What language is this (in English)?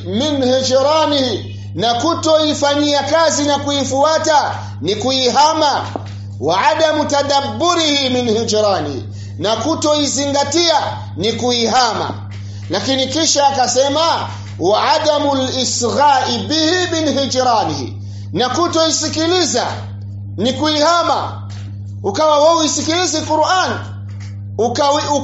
Swahili